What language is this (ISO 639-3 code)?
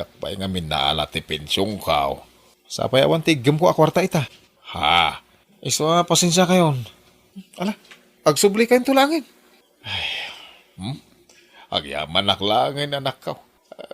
ilo